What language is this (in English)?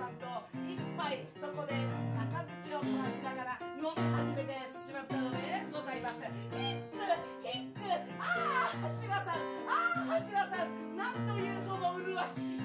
Japanese